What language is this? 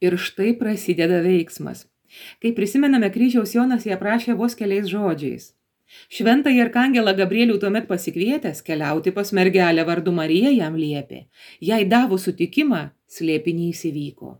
Lithuanian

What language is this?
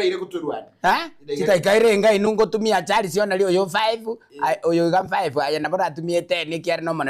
Gusii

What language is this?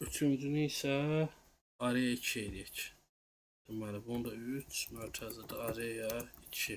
Azerbaijani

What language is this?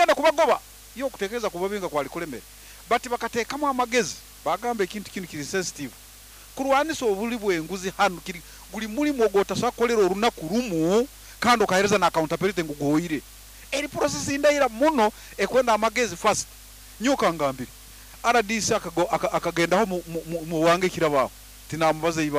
Nyoro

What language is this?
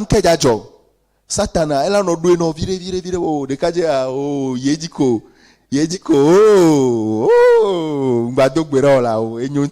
Ewe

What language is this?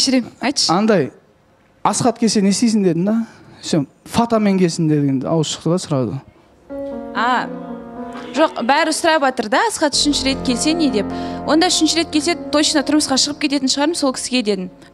Kazakh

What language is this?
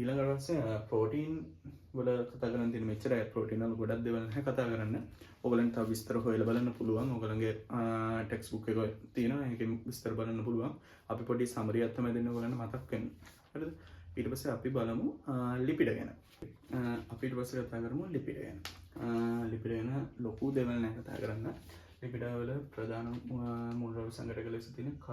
Sinhala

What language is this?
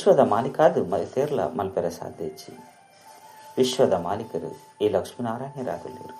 Tulu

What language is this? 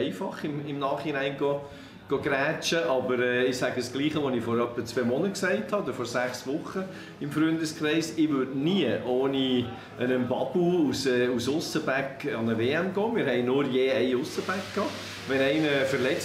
Swiss German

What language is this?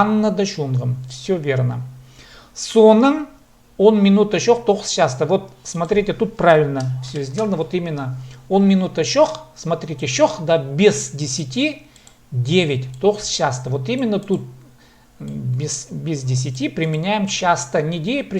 Khakas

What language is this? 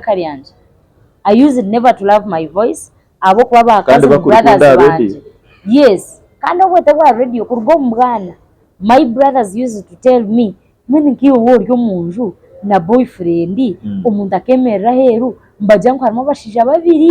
Nyankole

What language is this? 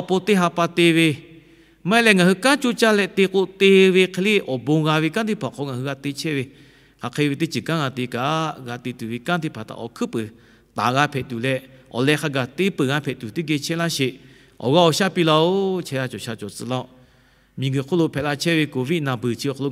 Lahu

